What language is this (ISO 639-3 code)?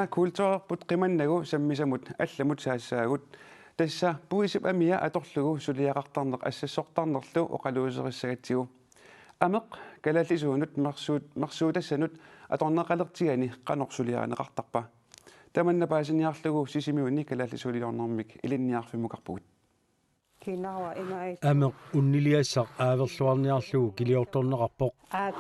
kal